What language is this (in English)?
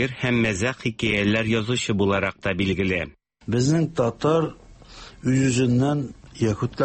Tatar